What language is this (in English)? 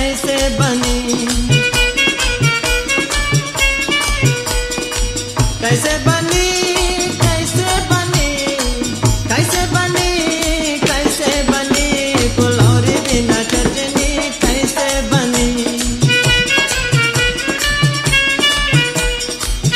Bhojpuri